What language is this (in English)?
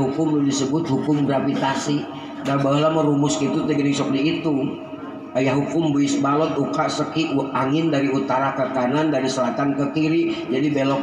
Sundanese